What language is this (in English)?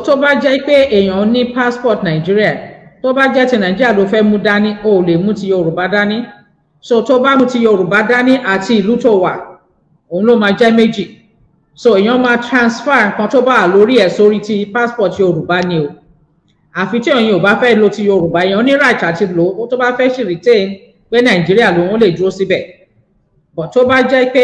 Yoruba